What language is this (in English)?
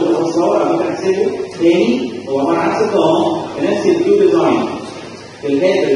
Egyptian Arabic